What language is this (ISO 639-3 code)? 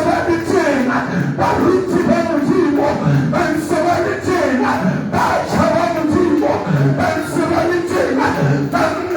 sot